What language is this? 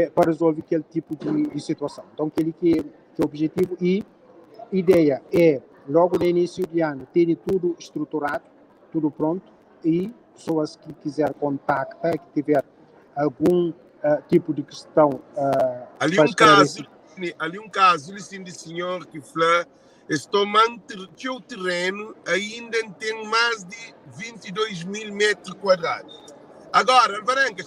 Kabuverdianu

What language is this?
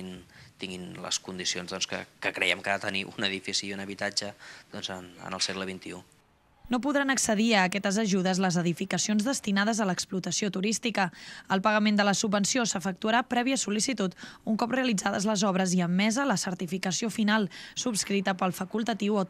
Catalan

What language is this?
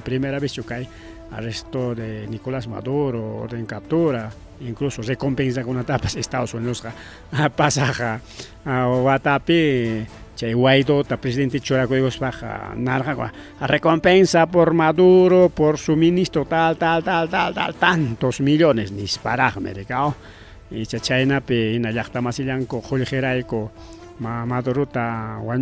Ayacucho Quechua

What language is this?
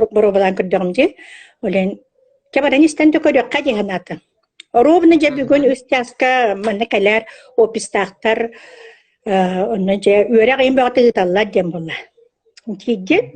Yakut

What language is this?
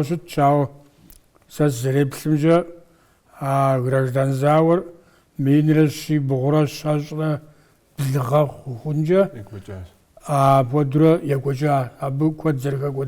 Kabardian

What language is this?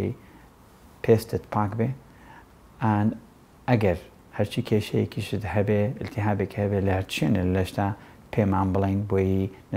Central Kurdish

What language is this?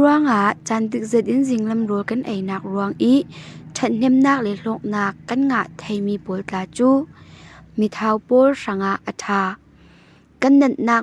Falam Chin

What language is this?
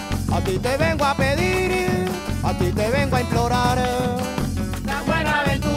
Spanish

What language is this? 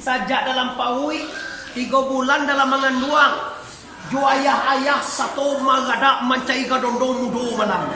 Minangkabau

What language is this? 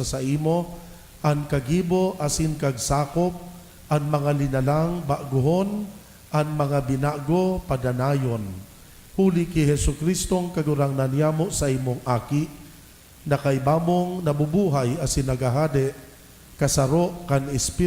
Bikol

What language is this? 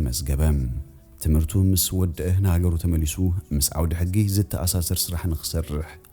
Tigrinya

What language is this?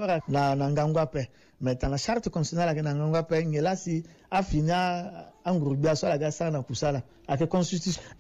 Sango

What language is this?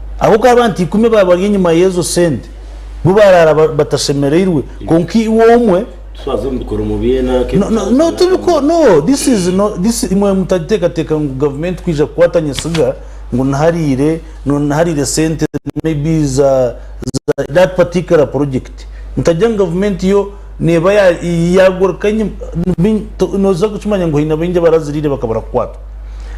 Nyankole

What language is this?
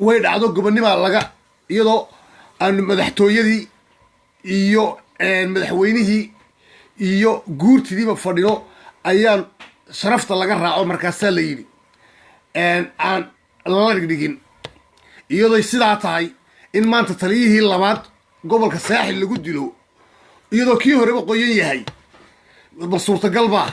Somali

